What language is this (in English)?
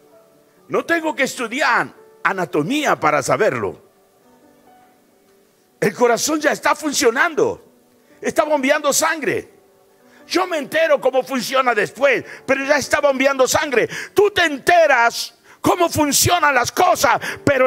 Spanish